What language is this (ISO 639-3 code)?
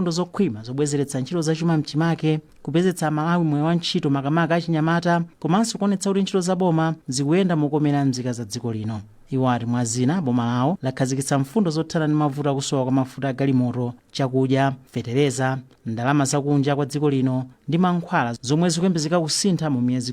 nya